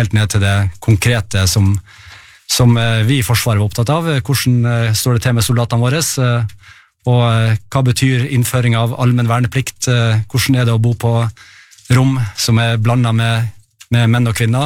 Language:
Norwegian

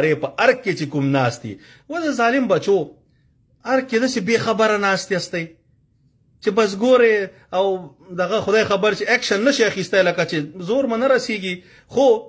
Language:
Pashto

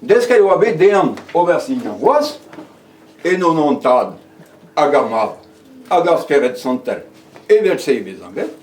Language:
Breton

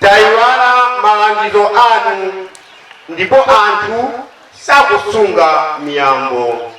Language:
Nyanja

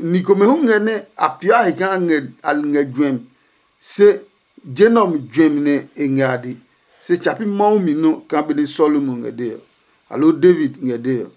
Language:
Adangme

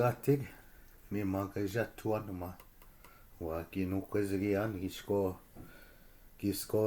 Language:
Chippewa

